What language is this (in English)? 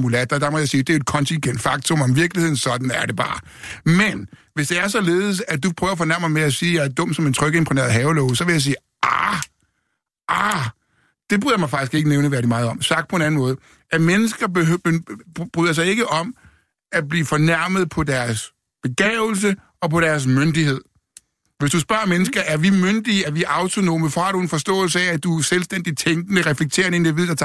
Danish